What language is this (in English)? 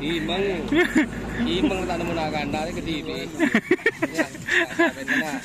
Madurese